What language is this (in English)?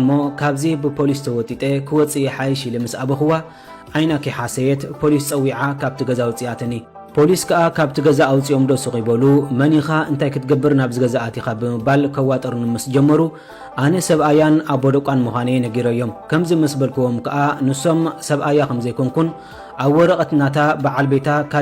Tigrinya